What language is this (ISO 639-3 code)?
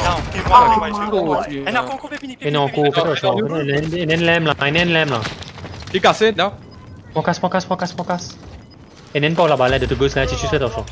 mfe